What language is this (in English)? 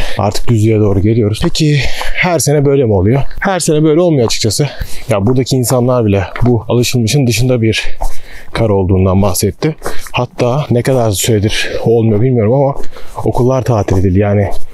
Turkish